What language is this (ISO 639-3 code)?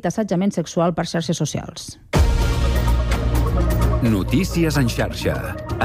cat